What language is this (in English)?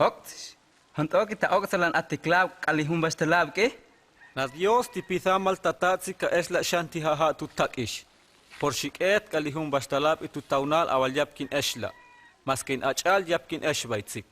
Huastec